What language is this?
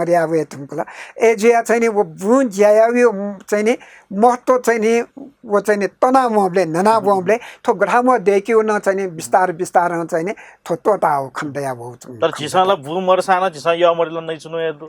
Newari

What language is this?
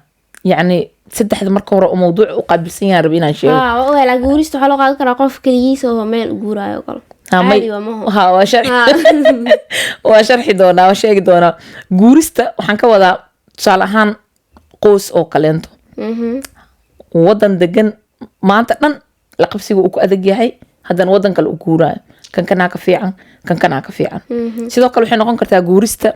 Somali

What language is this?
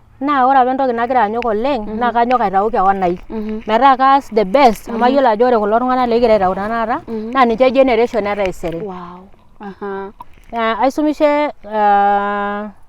Masai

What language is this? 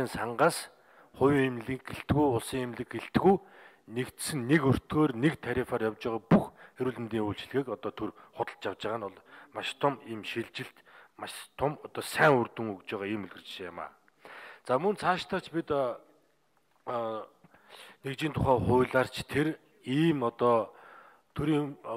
Mongolian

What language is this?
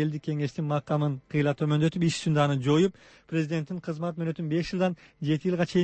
Kyrgyz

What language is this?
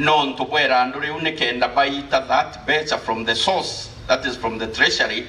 Meru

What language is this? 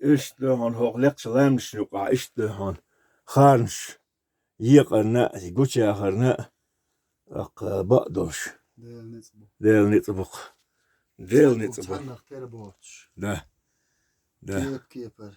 Chechen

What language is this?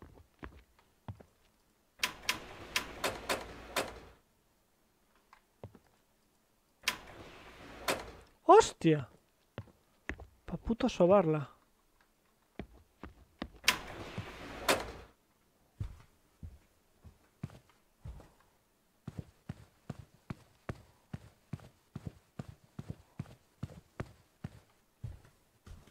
Spanish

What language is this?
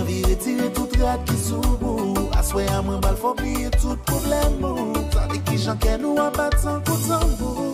Morisyen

